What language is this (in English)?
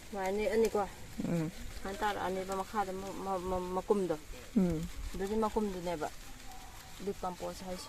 Manipuri